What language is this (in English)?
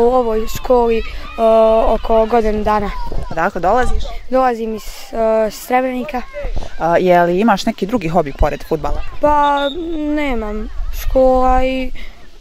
Bosnian